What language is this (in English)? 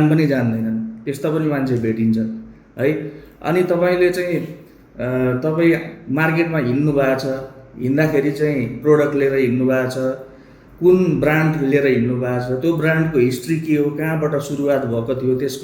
Nepali